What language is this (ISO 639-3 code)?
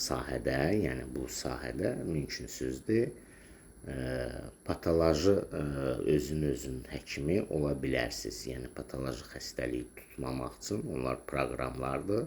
aze